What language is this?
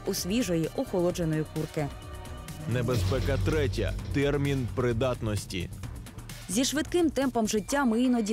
Ukrainian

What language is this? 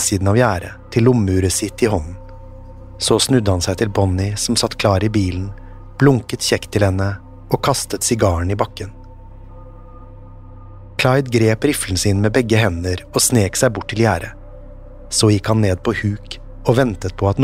Norwegian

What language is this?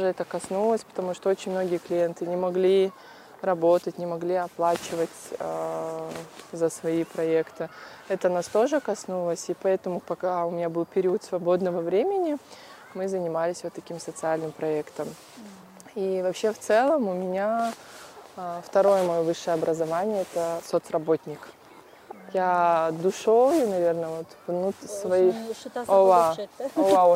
Russian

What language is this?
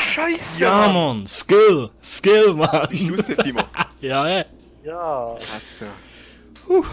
Swiss German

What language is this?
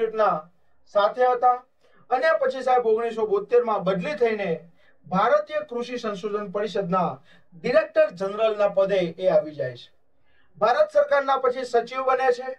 Gujarati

